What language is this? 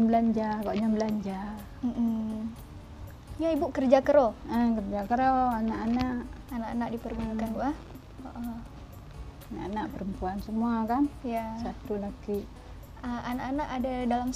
Achinese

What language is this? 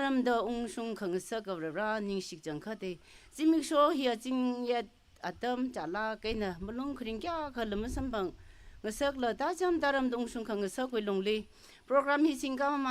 Tangkhul Naga (India)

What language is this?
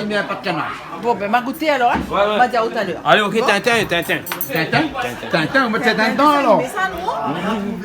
Réunion Creole French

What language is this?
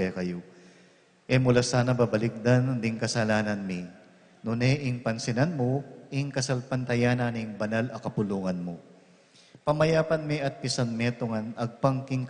Pampanga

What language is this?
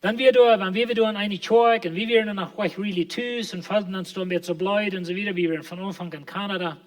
Plautdietsch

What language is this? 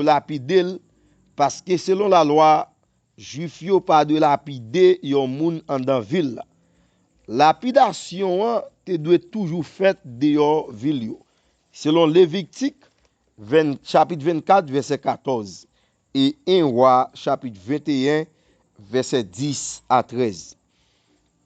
Haitian Creole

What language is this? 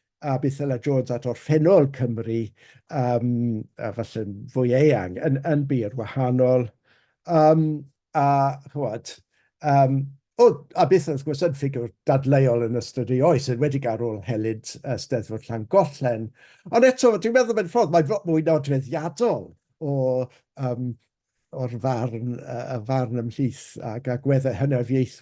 Welsh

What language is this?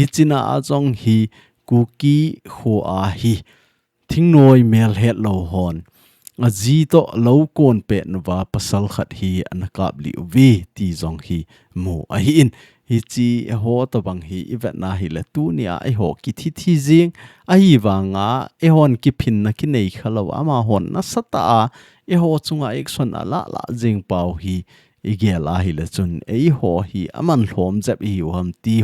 Thado Chin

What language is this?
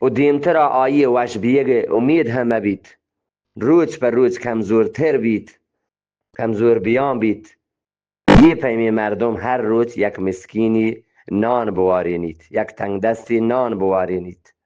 Eastern Balochi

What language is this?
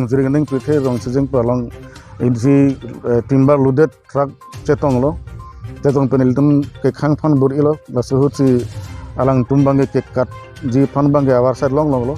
Karbi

